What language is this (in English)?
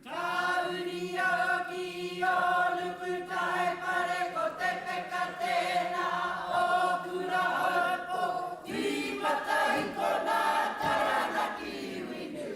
Māori